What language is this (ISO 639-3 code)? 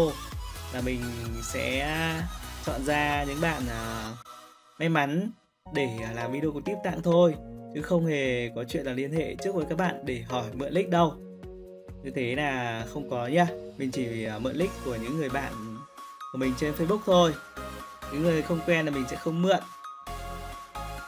vie